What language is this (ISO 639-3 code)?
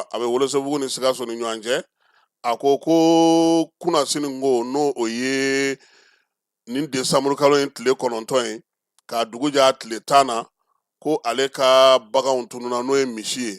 bam